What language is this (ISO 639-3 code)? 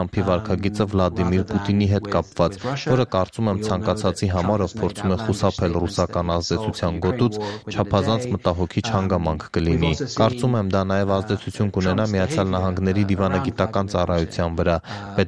hye